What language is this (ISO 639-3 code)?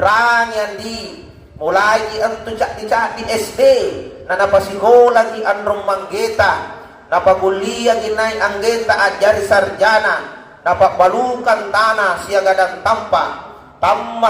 mak